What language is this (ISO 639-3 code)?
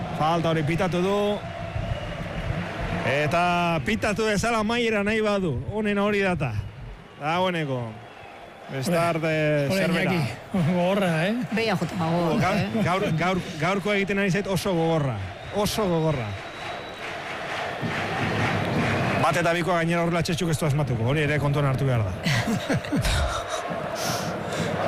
eus